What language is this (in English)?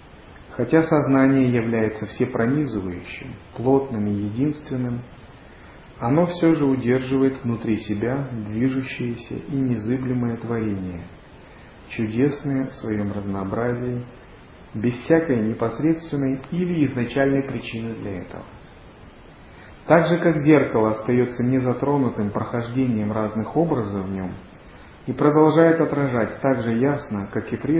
Russian